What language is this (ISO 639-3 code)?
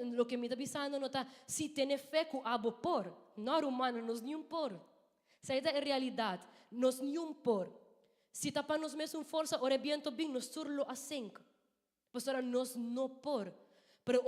pap